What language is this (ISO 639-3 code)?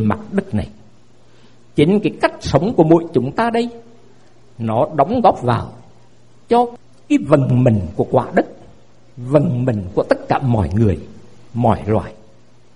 vie